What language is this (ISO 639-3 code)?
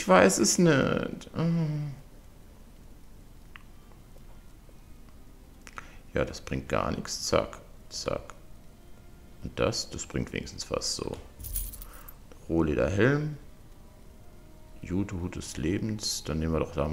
deu